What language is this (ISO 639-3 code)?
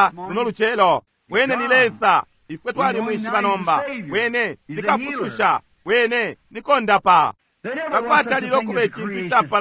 bem